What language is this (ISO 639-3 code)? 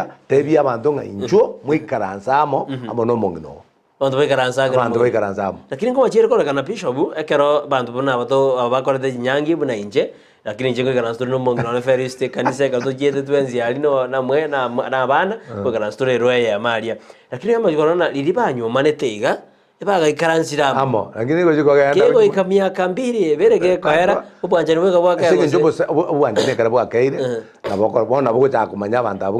guz